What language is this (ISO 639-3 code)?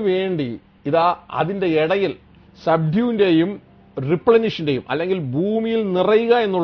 mal